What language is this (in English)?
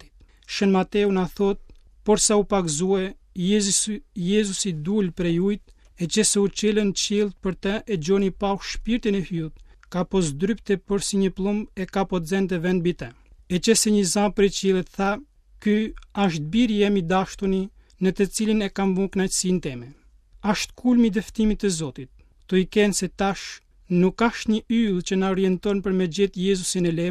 Albanian